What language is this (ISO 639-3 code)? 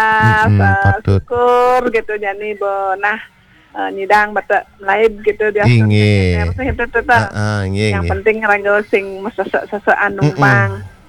ban